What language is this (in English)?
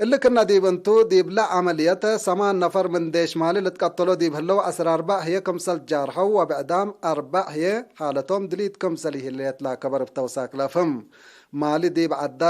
Tigre